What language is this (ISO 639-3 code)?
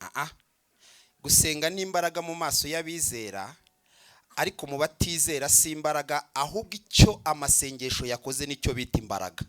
kin